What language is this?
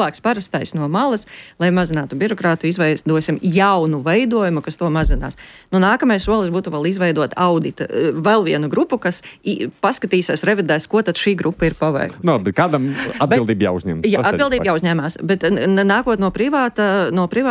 Latvian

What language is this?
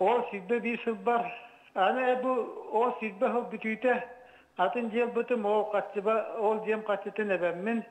Yakut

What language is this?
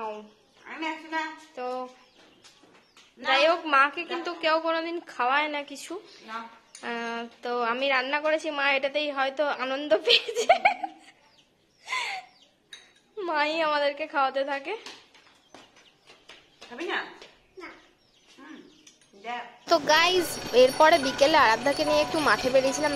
Bangla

